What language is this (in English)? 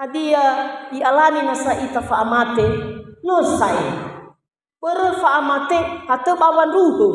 Nias